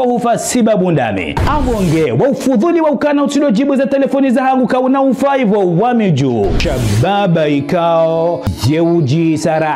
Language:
Ngazidja Comorian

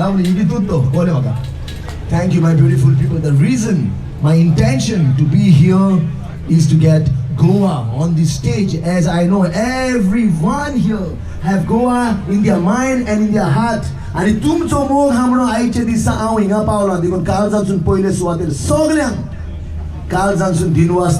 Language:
Konkani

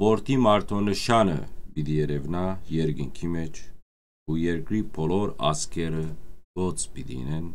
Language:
Western Armenian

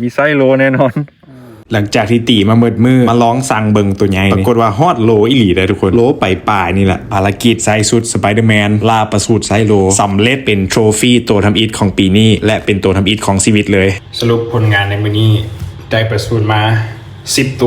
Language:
Lao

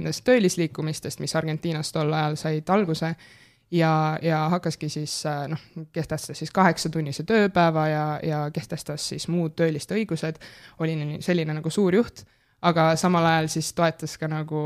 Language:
Estonian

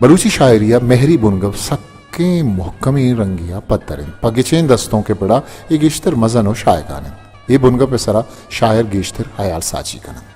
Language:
Baluchi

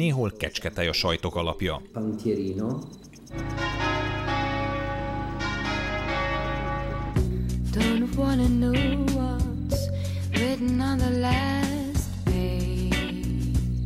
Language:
Hungarian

